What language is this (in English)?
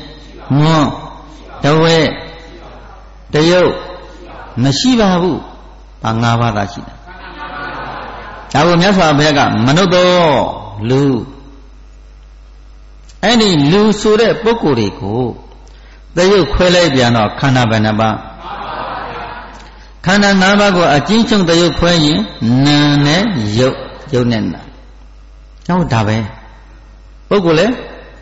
Burmese